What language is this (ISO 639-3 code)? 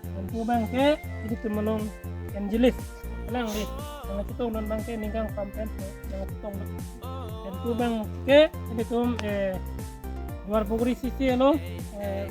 mjw